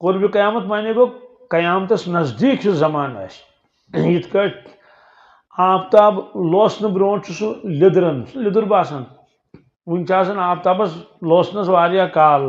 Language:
Kashmiri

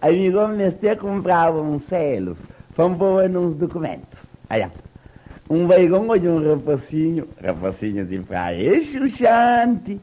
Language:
Kabuverdianu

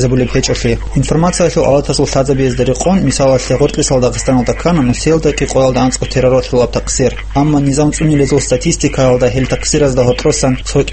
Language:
Avaric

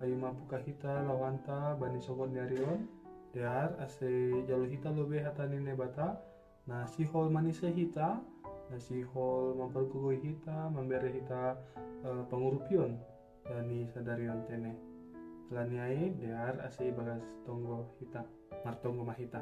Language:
Batak Simalungun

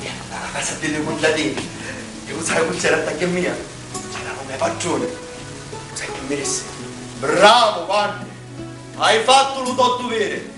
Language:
Sicilian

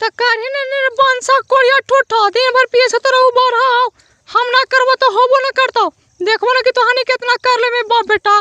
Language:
Magahi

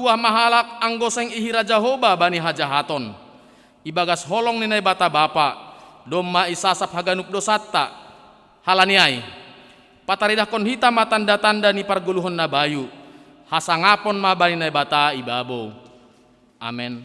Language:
Batak Simalungun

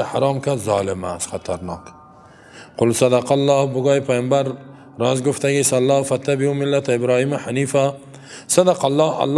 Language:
Persian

